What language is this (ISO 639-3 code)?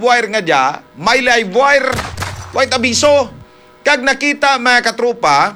hil